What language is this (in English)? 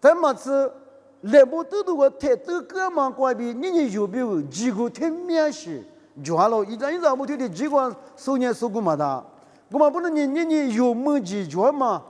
Lisu